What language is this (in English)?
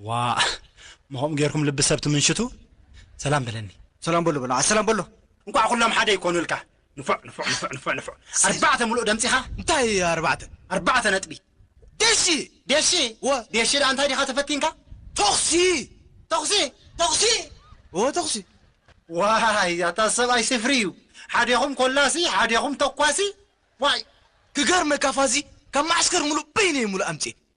Tigrinya